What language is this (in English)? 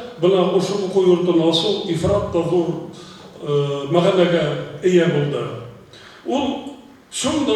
Bashkir